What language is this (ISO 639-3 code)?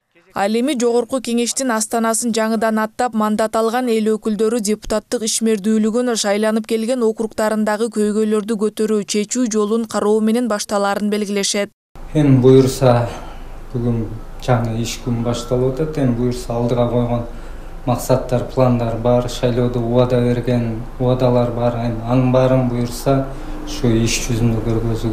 kir